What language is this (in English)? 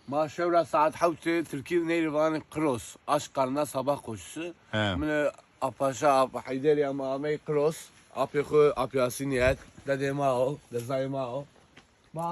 Kurdish